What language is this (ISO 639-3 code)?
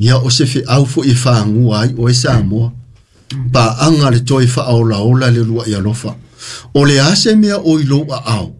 smo